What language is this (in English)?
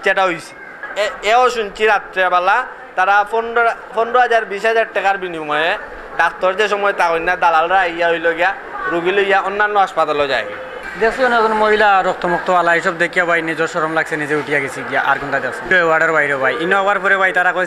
Sylheti